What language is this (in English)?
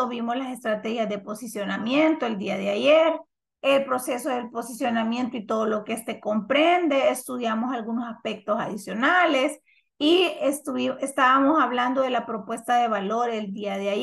Spanish